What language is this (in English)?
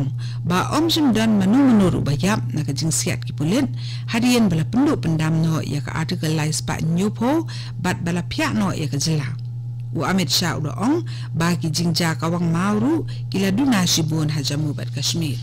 Khasi